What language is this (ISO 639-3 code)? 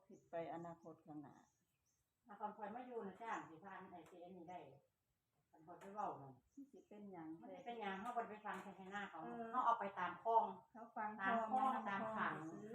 tts